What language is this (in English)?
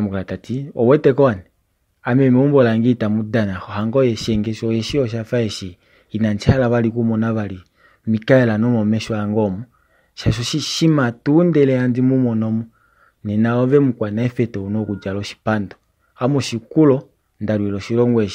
Kuanyama